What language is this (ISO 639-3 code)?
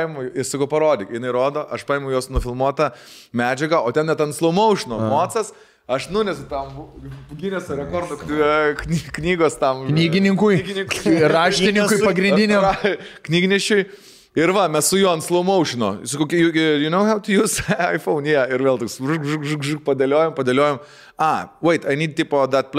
lit